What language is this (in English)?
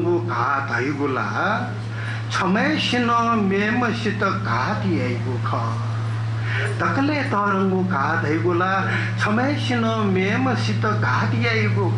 Newari